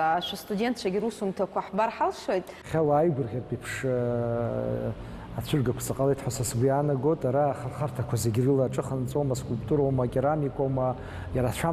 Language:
Abkhazian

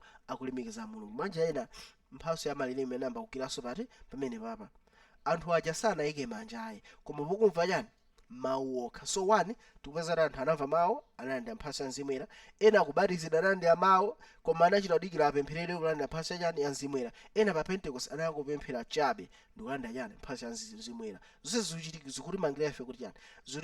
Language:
Nyanja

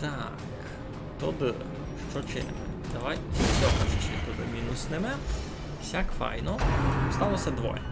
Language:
Rusyn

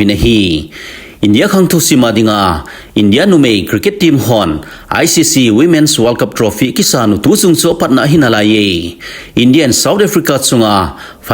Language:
Thado Chin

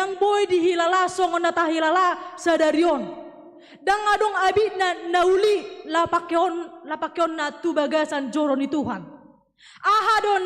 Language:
Batak Toba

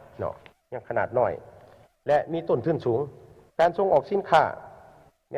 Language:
Lao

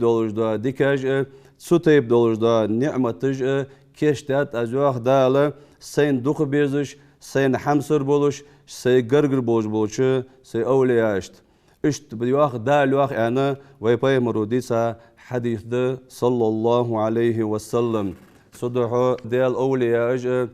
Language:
Ingush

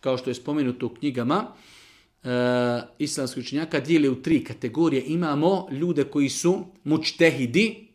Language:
Bosnian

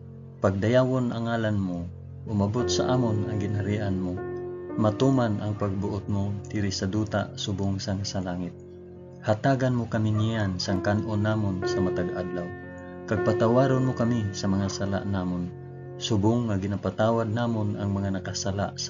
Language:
Hiligaynon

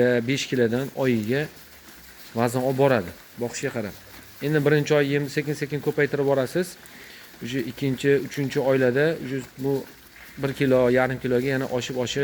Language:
Uzbek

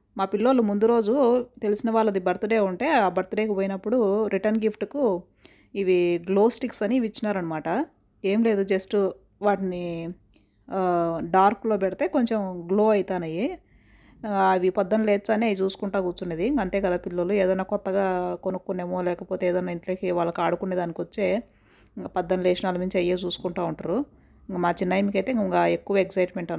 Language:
Telugu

